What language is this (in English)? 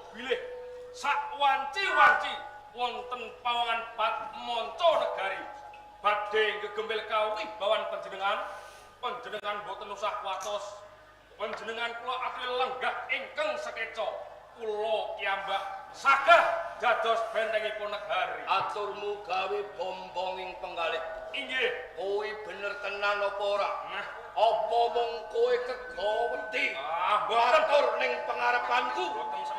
Javanese